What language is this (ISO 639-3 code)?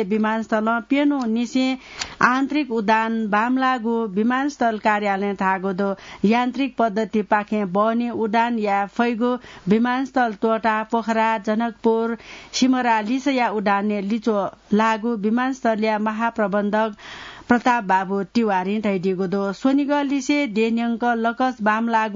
new